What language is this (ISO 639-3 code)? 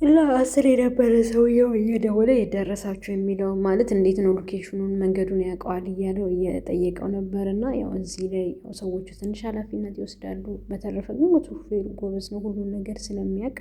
amh